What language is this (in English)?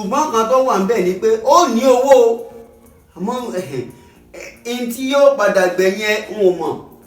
Yoruba